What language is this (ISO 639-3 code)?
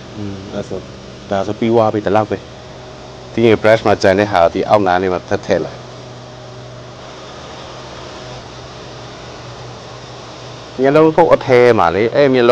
mya